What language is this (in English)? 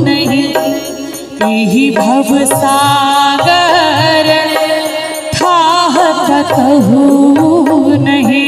Maithili